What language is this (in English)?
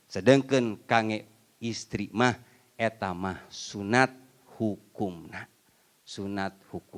Sundanese